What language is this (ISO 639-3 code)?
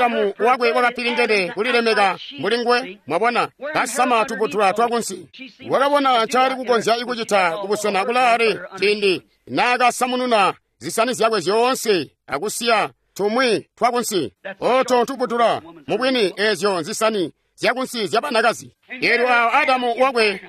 toi